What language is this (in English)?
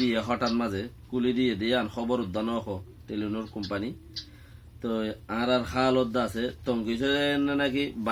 Rohingya